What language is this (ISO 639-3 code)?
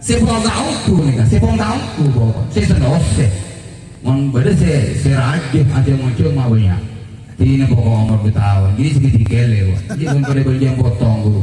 mad